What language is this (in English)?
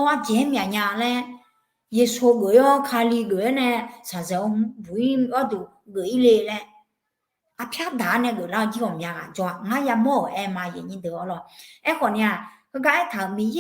Akha